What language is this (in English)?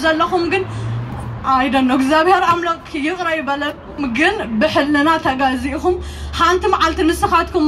Tigrinya